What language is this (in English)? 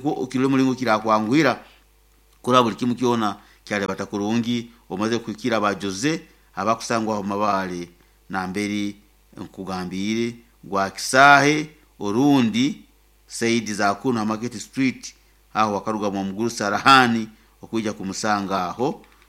Nyoro